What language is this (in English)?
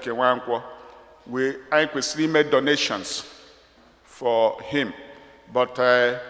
Igbo